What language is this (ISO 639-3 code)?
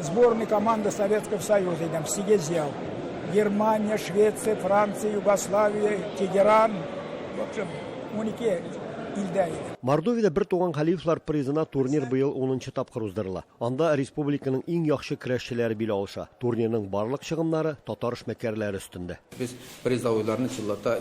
tat